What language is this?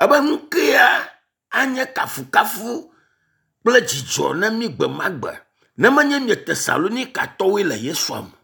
Ewe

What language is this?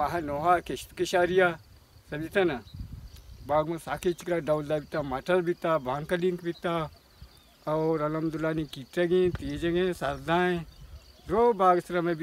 Baluchi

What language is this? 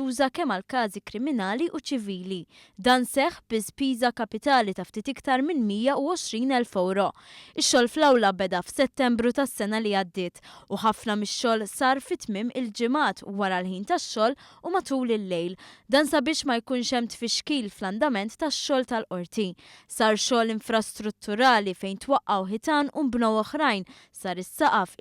Maltese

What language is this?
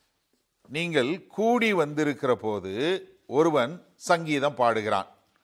Tamil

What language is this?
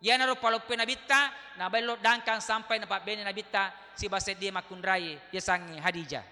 Buginese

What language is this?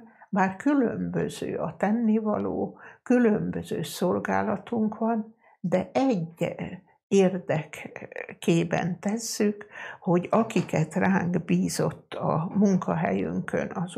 Hungarian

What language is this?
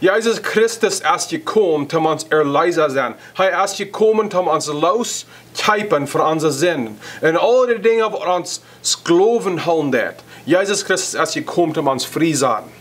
Plautdietsch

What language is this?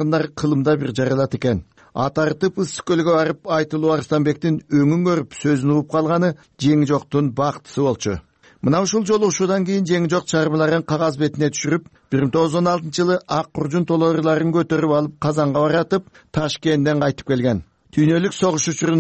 Kyrgyz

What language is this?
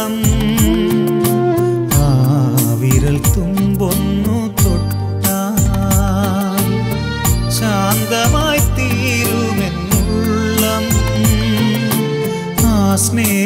Malayalam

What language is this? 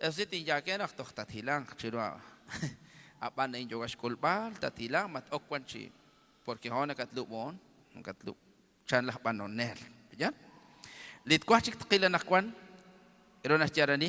Kekchí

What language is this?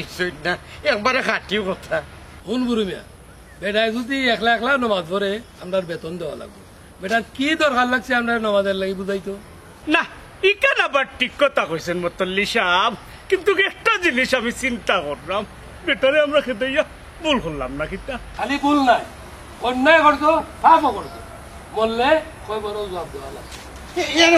Sylheti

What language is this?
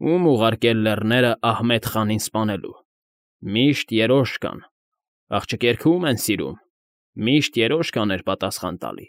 Armenian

